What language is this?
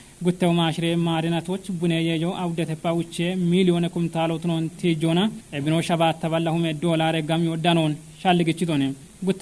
Kafa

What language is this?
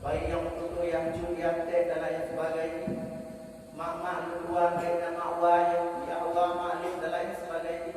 Achinese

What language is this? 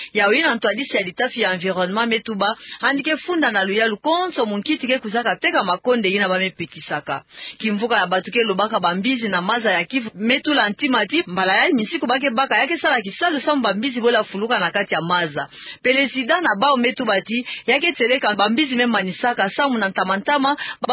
Kituba (Democratic Republic of Congo)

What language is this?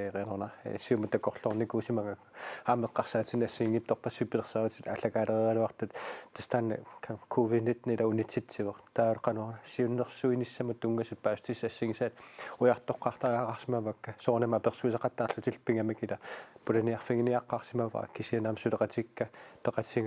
Kalaallisut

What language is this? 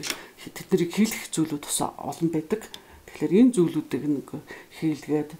Mongolian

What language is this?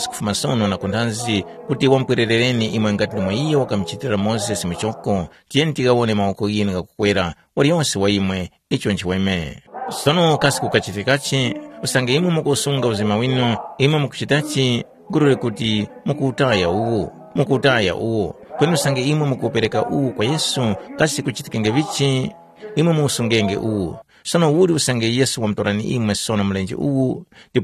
Tumbuka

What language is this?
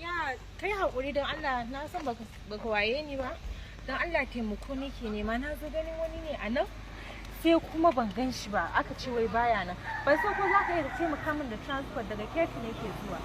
Hausa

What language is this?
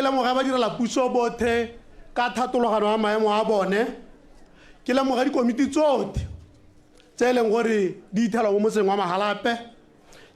Tswana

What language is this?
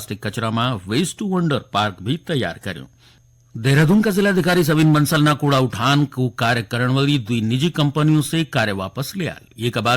Garhwali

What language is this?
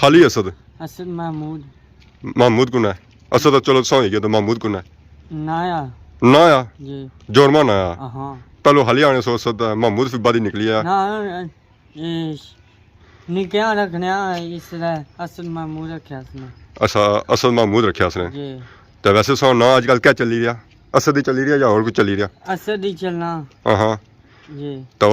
Pahari-Potwari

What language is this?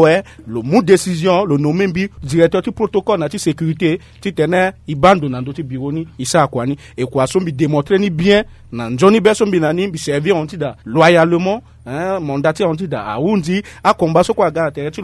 Sango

